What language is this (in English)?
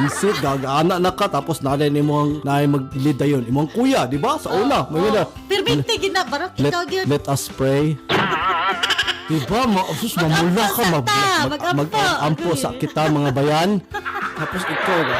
Cebuano